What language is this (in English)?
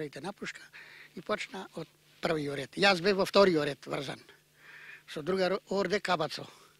Macedonian